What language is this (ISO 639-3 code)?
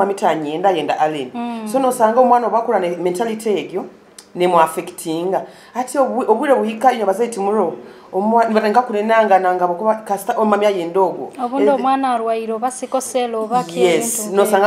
nyo